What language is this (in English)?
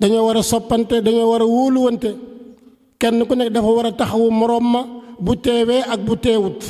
Wolof